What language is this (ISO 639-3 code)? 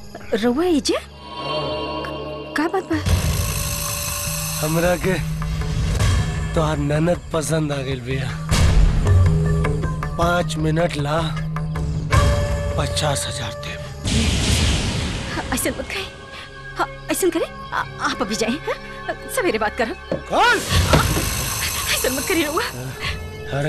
bho